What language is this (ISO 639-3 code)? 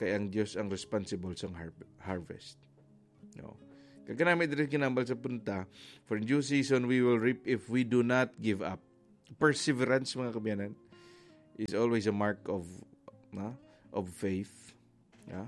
hil